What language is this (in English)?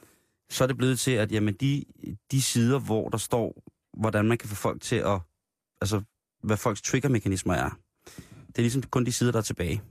Danish